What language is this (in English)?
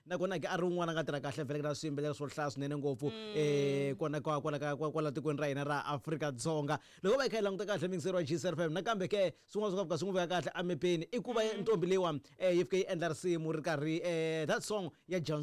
Tsonga